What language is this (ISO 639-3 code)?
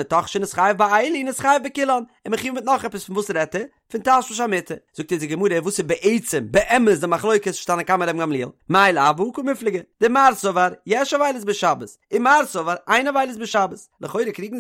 yid